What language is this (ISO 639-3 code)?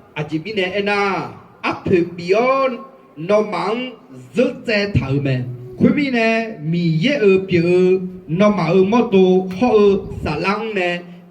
ahk